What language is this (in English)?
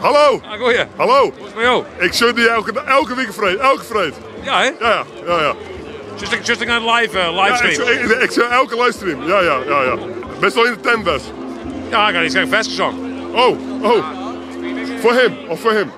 Western Frisian